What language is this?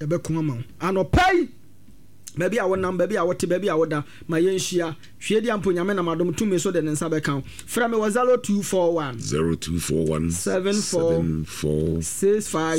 Akan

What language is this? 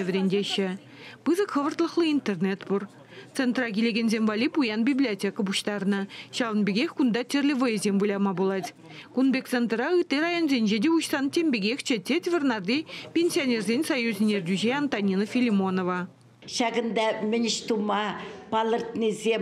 Chuvash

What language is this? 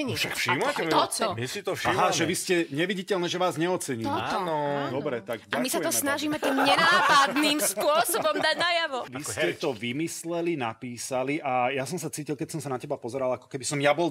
Slovak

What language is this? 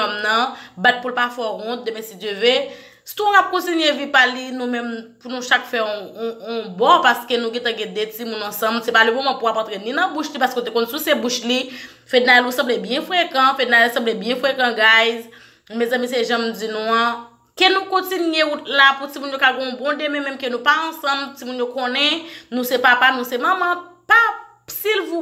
Haitian Creole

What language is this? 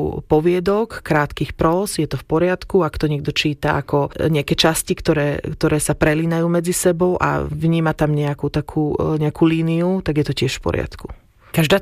Slovak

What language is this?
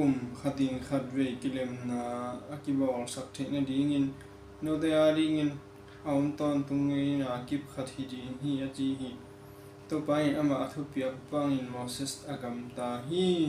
Tedim Chin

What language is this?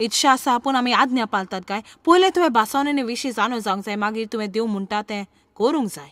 Konkani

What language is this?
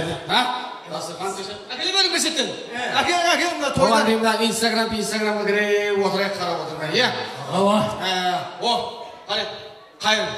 Kara-Kalpak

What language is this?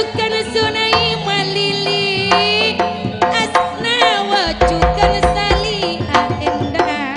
Madurese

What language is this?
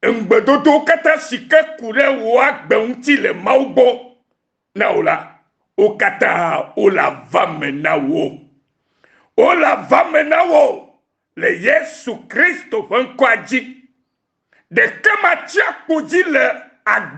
Ewe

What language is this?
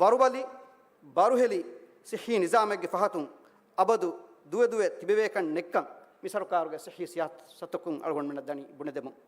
Divehi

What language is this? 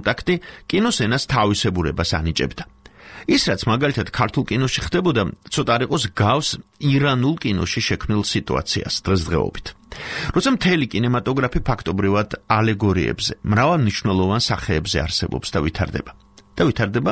Georgian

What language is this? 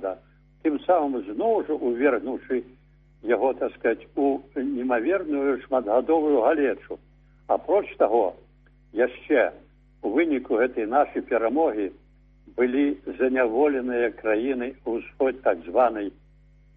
Belarusian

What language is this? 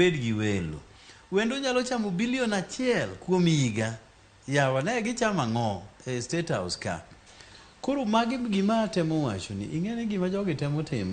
Luo (Kenya and Tanzania)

